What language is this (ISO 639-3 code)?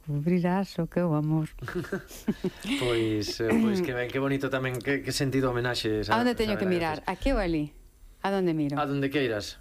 glg